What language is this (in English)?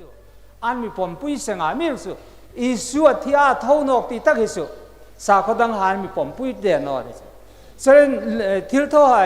Hmar